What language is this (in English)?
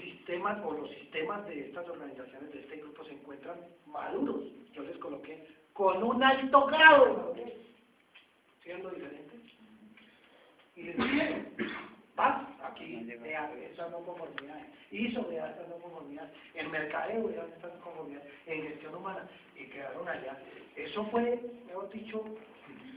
Spanish